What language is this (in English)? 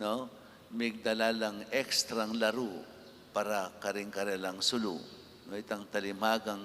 Pampanga